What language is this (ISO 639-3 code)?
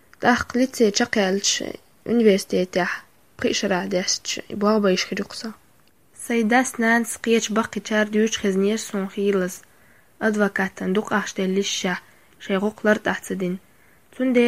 che